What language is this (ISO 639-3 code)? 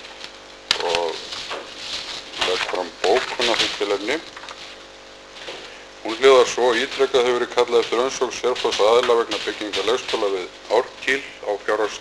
isl